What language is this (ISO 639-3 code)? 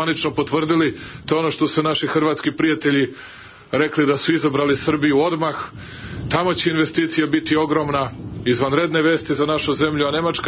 srp